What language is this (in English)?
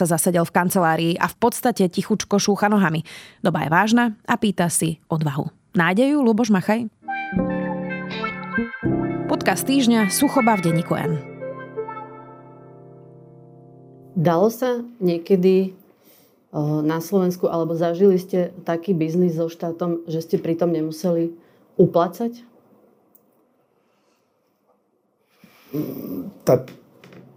Slovak